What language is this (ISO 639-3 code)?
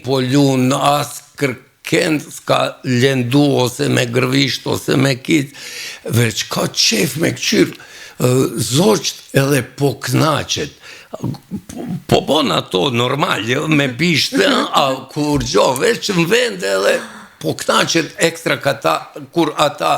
sqi